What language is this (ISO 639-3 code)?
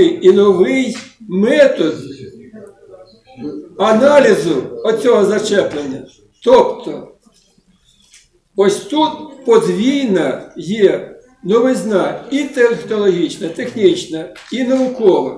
ukr